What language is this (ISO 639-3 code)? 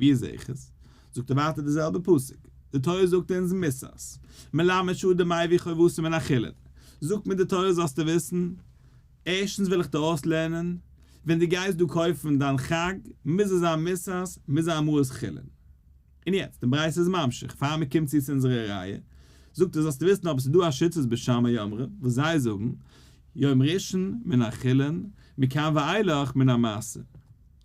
yid